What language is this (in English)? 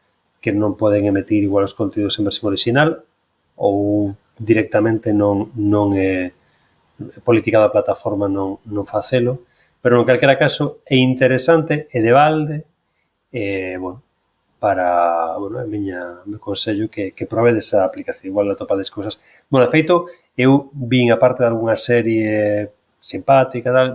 Galician